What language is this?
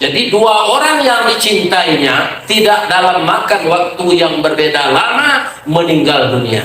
Minangkabau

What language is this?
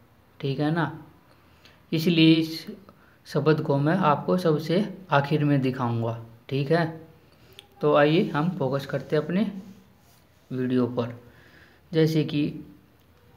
Hindi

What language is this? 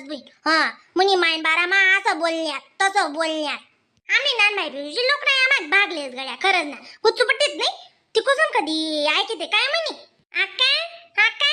Khandesi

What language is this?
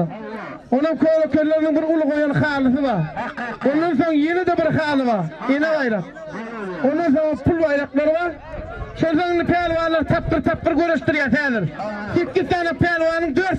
Turkmen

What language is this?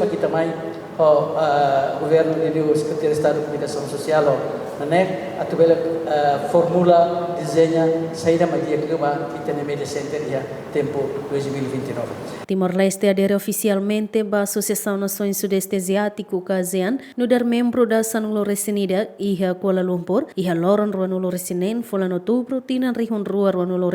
Tetum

